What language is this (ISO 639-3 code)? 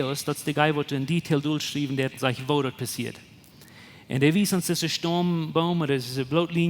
pdt